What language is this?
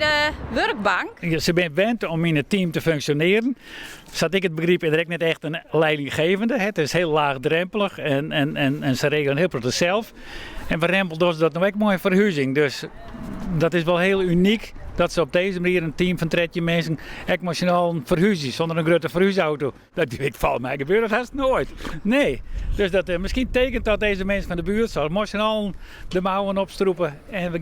Western Frisian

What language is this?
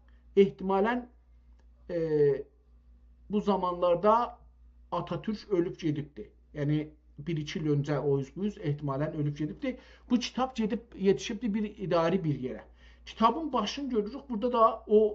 South Azerbaijani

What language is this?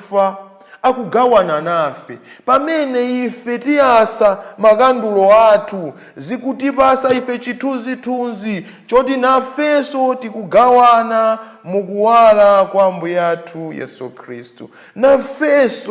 Nyanja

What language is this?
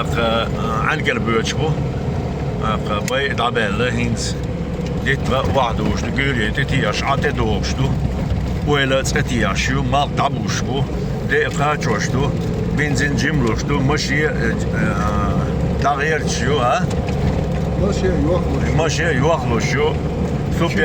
Chechen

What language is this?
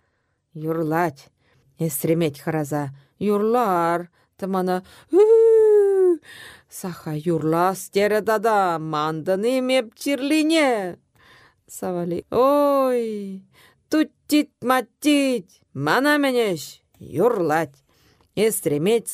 Chuvash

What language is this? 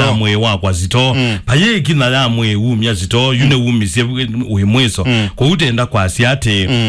Kamba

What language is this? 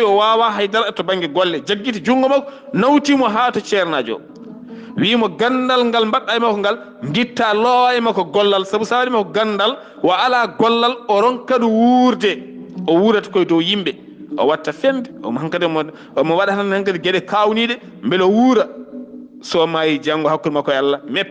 Fula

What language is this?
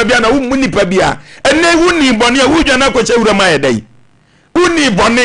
Akan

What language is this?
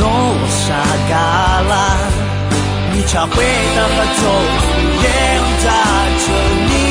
Akha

